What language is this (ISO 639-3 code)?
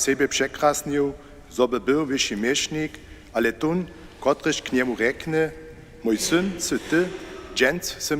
hsb